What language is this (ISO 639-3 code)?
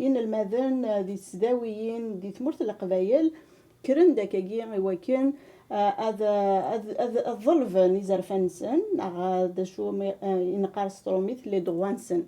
kab